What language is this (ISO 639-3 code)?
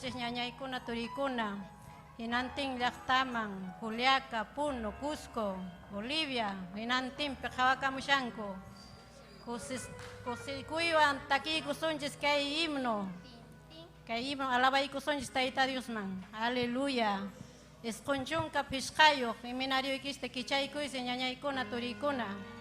quy